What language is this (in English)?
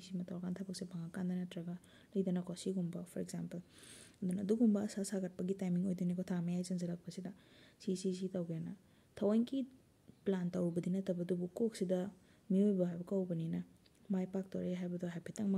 Manipuri